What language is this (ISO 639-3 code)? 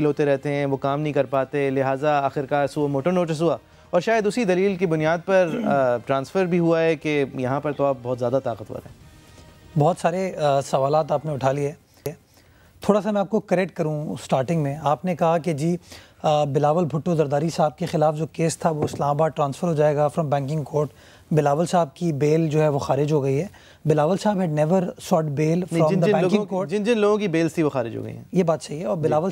urd